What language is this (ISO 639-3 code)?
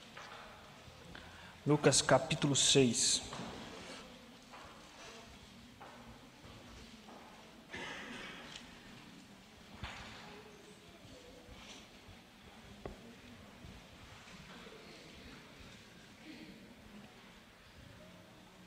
por